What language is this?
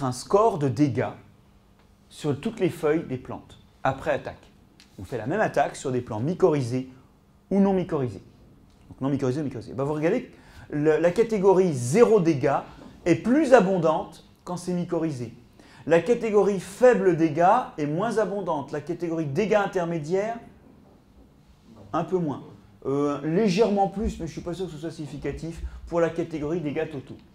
French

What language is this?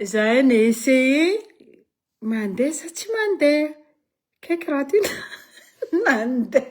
Malagasy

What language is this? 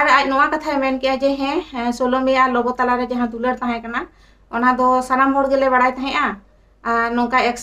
Santali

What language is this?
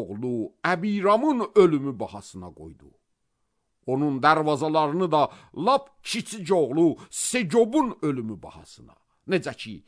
Azerbaijani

